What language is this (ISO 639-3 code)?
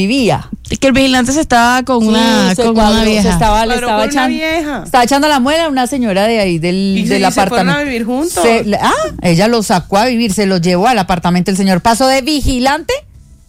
spa